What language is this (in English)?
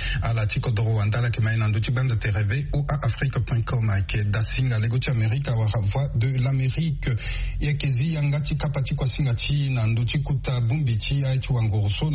Sango